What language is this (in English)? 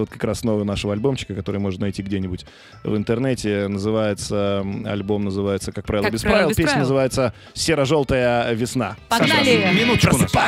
Russian